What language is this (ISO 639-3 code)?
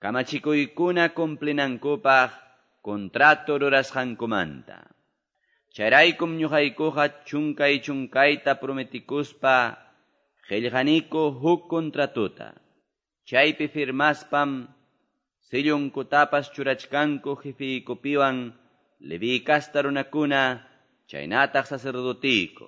quy